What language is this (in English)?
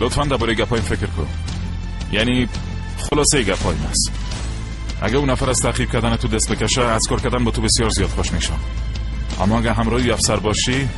Persian